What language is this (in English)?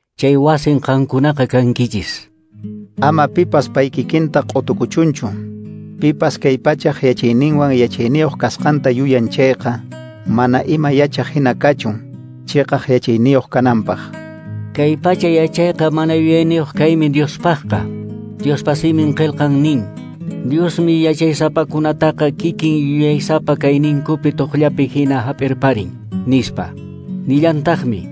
Quechua